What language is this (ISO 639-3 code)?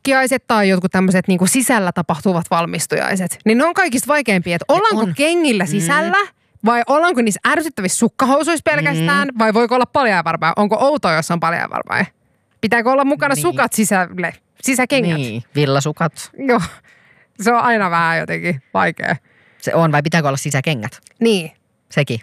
fin